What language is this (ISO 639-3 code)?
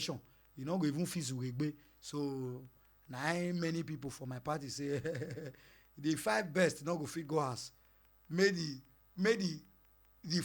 pcm